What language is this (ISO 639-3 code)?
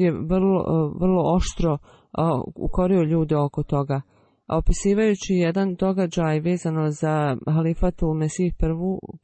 bos